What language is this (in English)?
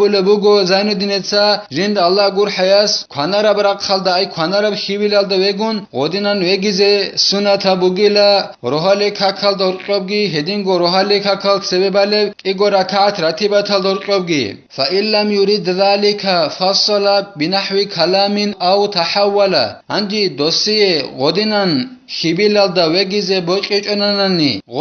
Avaric